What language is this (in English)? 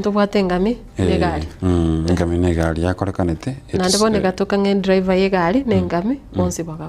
Gusii